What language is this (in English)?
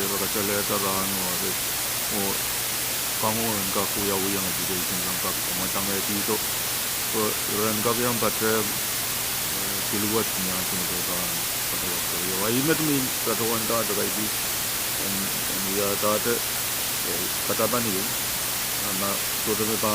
Pohnpeian